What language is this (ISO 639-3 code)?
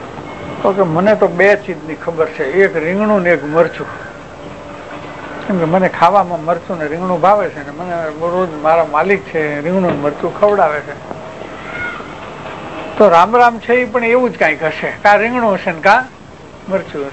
guj